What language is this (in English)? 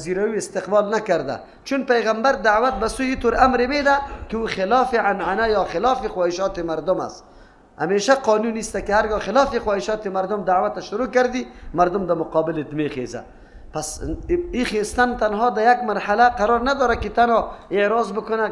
Persian